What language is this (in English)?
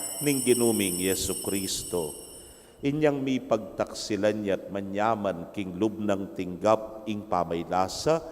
Pampanga